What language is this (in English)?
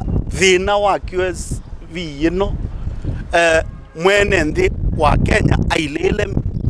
Kamba